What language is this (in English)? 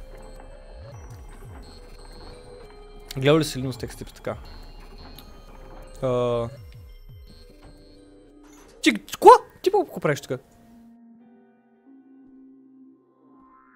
Bulgarian